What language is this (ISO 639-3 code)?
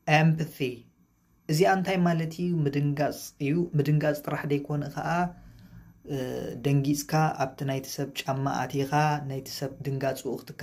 tir